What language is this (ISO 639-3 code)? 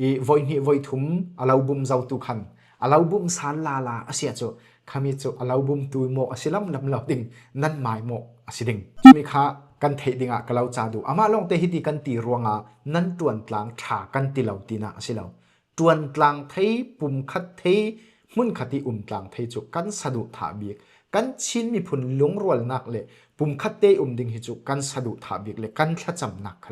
cfm